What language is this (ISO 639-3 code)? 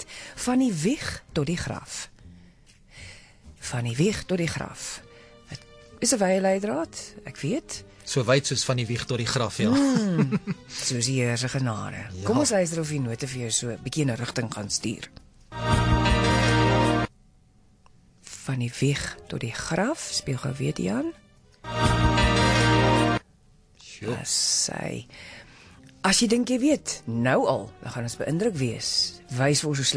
afr